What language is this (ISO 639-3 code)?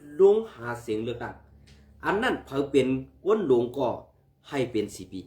shn